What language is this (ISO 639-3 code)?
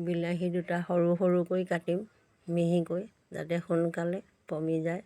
asm